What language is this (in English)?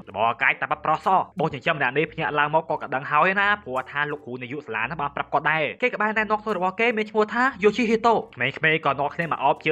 Khmer